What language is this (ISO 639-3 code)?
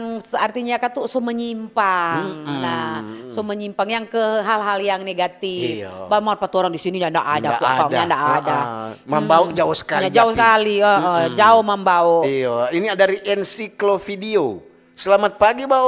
xmm